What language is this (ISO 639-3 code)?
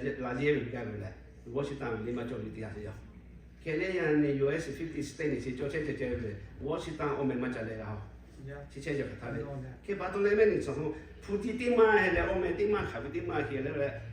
lhu